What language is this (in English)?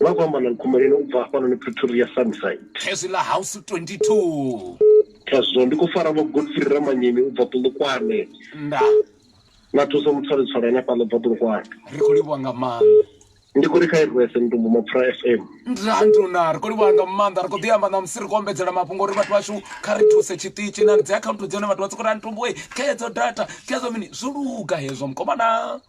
Venda